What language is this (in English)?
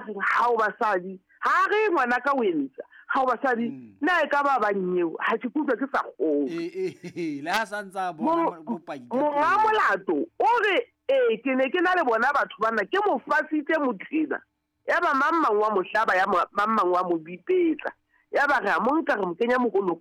Southern Sotho